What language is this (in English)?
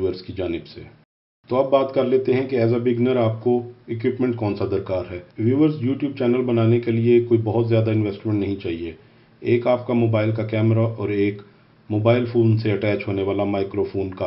Urdu